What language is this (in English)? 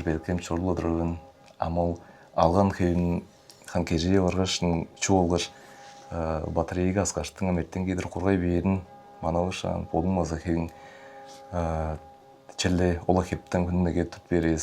Tuvinian